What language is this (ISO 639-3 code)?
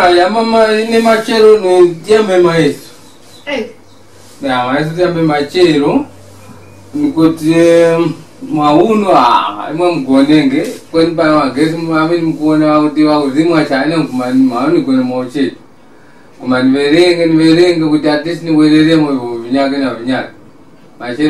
tum